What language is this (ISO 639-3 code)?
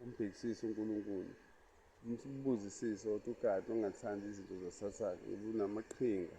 zul